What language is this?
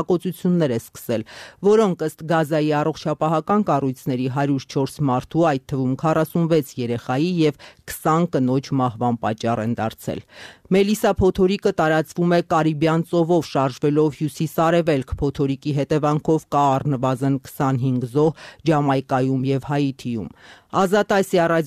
Armenian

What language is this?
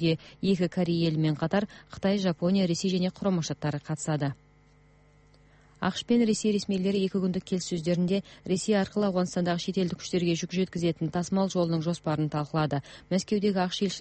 Kazakh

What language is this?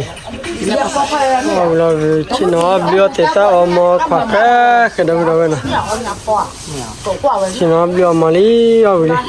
S'gaw Karen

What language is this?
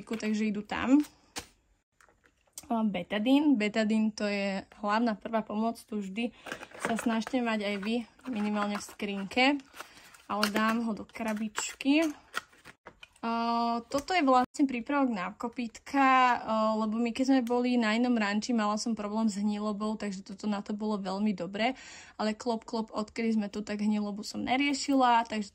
Slovak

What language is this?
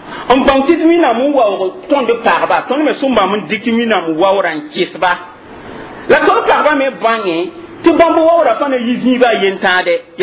Mossi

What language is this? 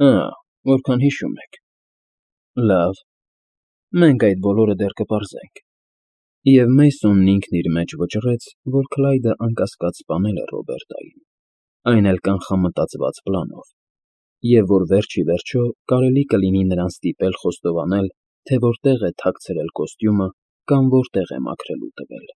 Armenian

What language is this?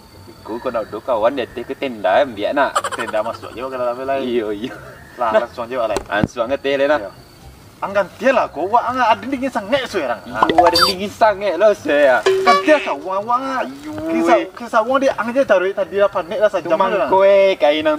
Minangkabau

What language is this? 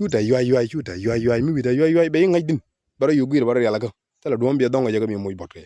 Nuer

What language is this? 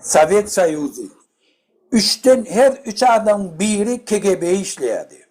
Turkmen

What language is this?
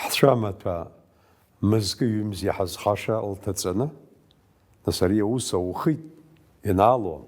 Abkhazian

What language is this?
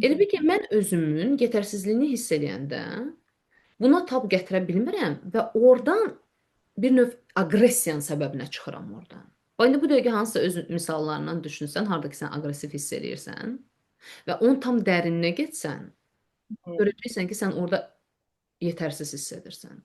Azerbaijani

